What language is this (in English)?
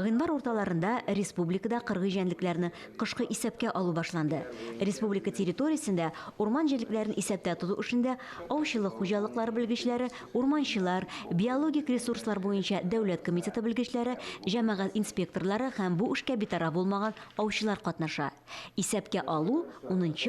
Tatar